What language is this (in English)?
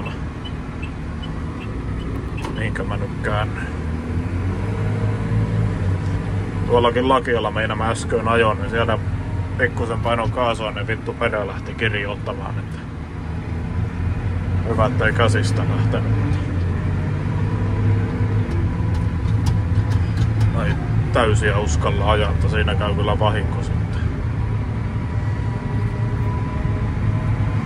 Finnish